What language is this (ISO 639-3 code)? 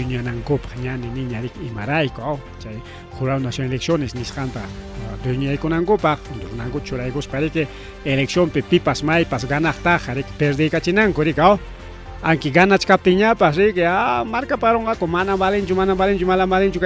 quy